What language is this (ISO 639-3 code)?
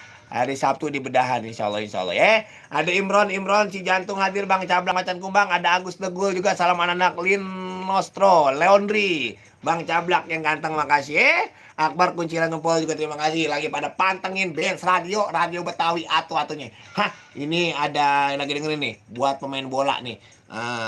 bew